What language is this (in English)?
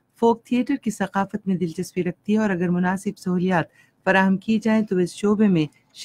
Urdu